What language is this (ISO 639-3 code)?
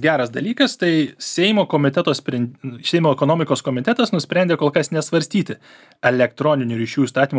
lit